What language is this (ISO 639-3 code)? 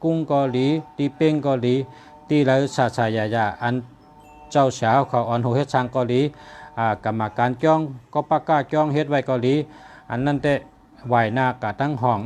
shn